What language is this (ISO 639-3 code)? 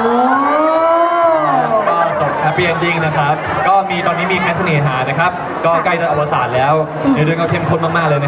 tha